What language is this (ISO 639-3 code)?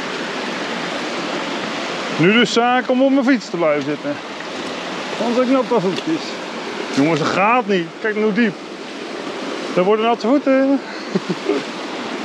nld